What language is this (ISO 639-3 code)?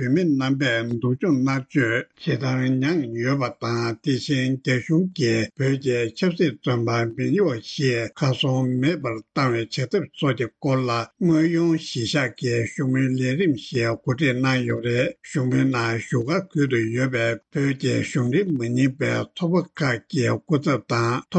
bod